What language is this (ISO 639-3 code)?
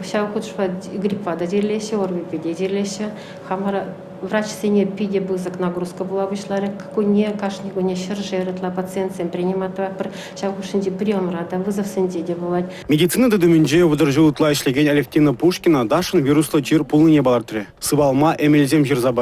chv